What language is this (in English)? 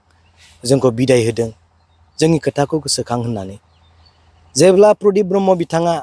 Bodo